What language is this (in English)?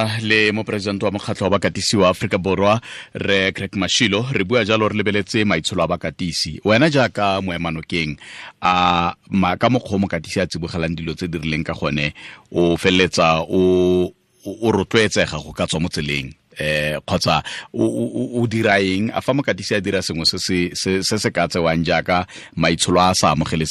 Tswana